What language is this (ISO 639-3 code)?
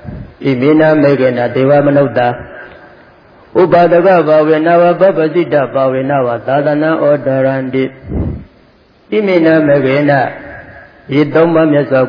mya